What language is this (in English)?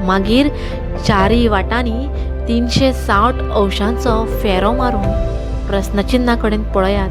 Konkani